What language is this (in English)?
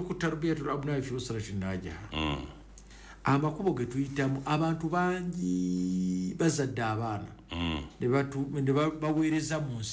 Ganda